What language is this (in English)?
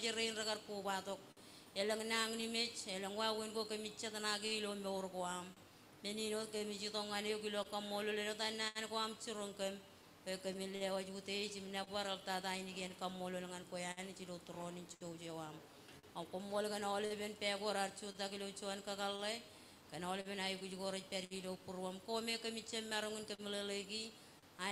Marshallese